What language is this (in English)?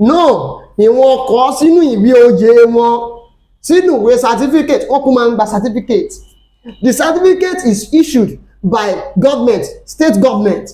Yoruba